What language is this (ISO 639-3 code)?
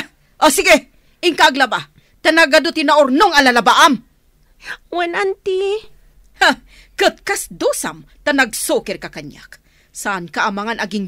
ilo